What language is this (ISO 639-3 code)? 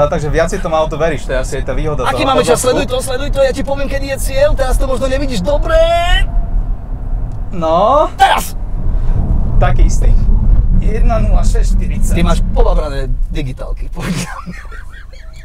slk